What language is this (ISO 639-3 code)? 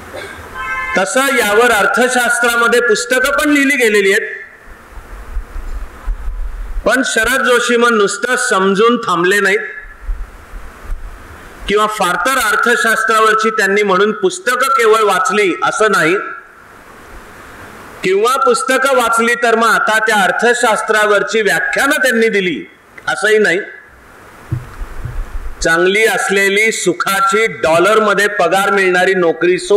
mar